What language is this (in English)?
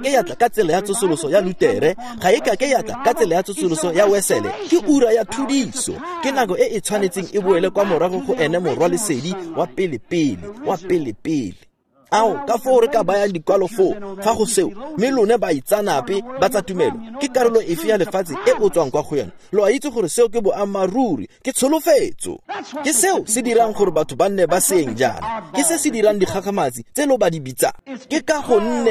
Tswana